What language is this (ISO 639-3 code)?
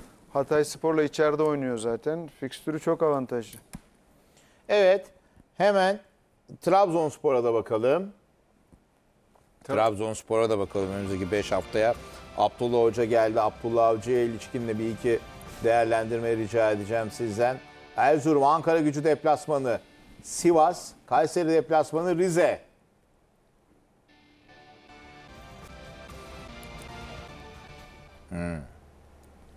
tur